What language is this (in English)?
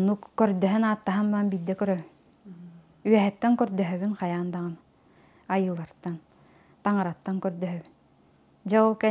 Yakut